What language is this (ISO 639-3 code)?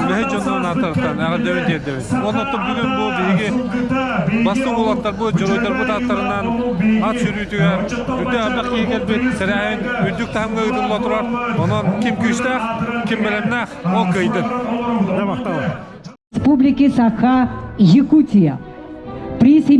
sah